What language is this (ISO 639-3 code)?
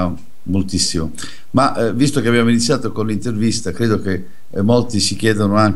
ita